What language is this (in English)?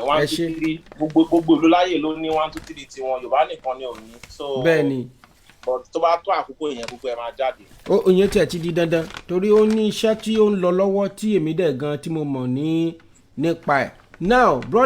Yoruba